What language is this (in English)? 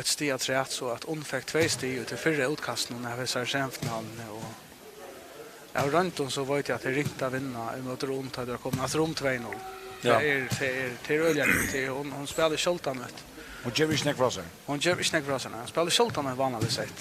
Faroese